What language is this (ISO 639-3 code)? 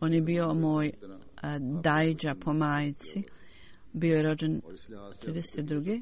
bos